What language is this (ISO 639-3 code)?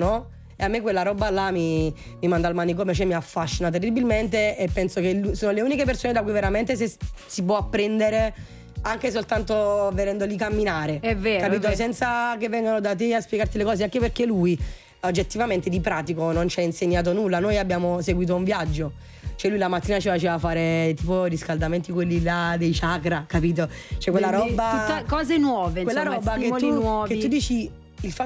ita